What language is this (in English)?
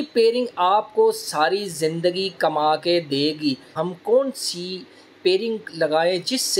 Hindi